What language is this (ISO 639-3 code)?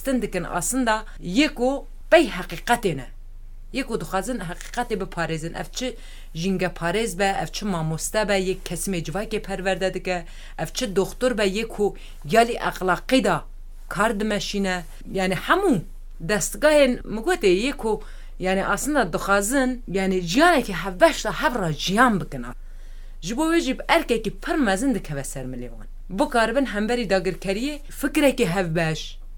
kur